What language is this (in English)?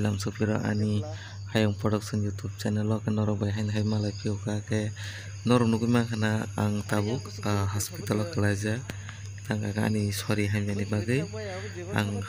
Kok Borok